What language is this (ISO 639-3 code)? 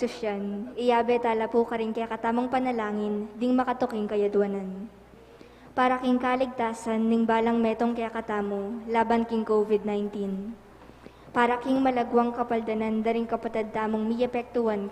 pam